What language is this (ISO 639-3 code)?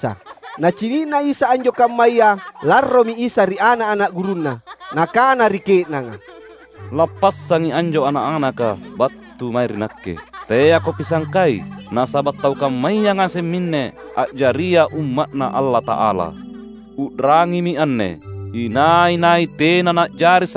mak